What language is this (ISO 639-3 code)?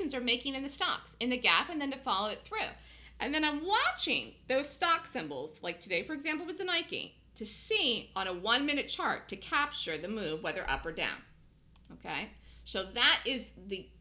eng